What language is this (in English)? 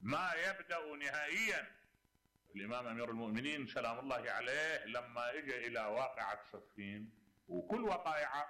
Mesopotamian Arabic